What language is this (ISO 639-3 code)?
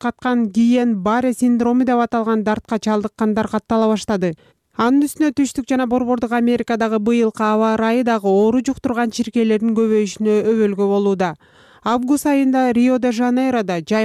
kir